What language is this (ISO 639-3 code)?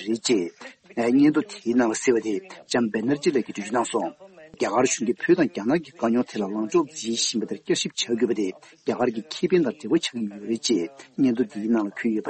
bod